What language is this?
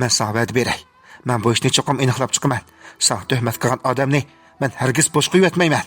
Uyghur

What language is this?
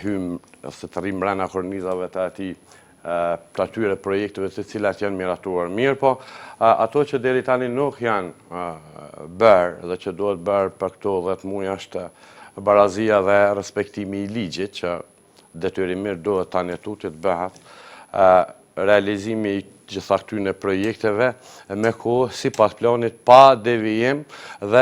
Albanian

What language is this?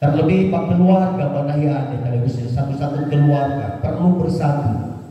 Nias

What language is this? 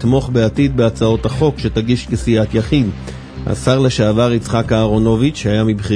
Hebrew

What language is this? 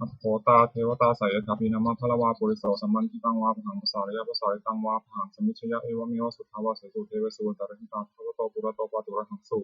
Pali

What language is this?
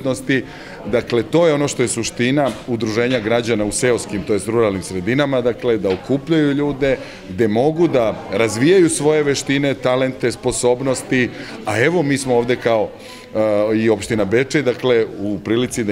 Serbian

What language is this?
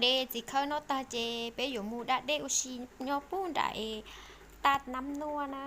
Hmong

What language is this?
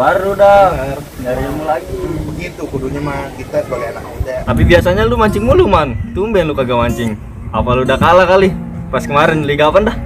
Betawi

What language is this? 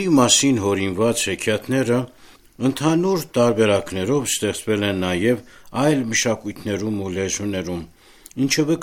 Armenian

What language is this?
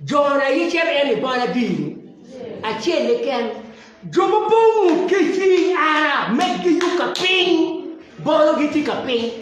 Acoli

